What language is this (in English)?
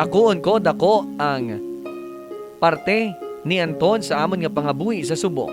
Hiligaynon